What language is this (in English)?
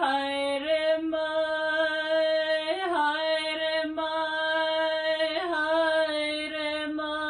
Māori